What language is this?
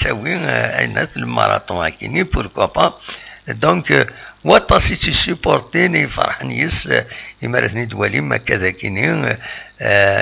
Kabyle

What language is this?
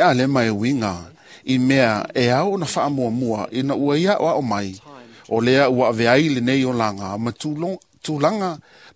Samoan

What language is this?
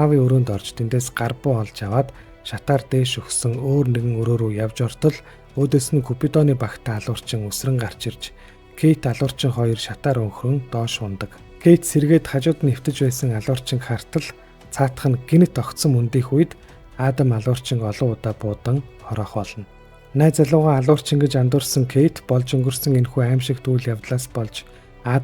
Mongolian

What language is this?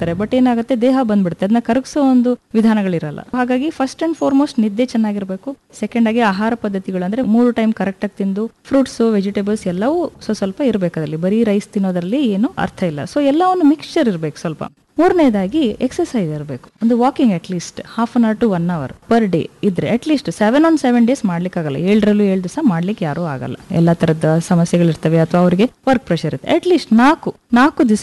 Kannada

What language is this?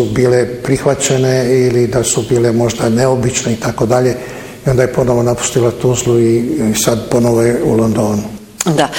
Bosnian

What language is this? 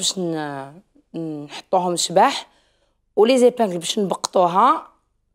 Algerian Arabic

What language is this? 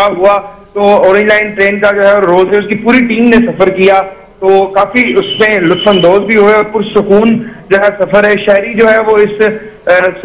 Urdu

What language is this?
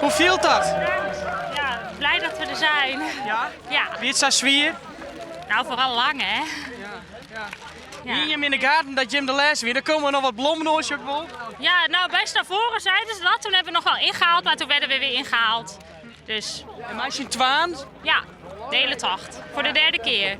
Western Frisian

